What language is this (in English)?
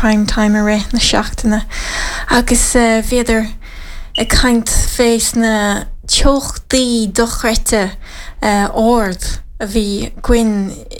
Irish